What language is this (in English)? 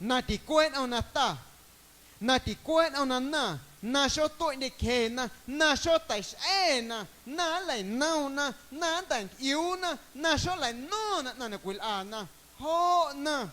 Guerrero Amuzgo